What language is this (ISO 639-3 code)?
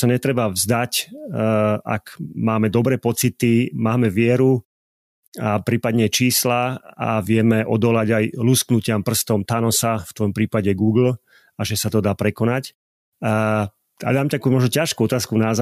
slk